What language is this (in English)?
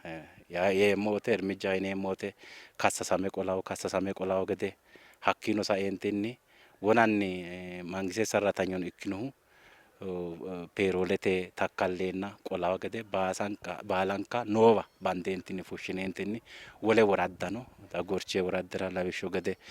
Sidamo